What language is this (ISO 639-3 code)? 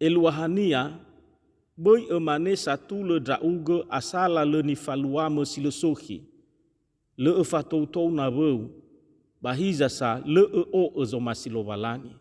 nia